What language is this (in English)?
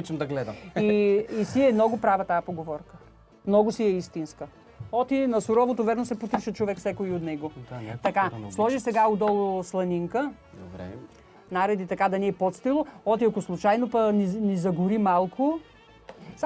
Bulgarian